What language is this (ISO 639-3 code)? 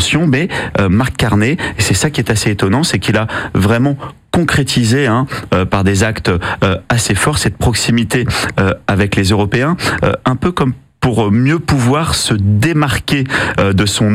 fra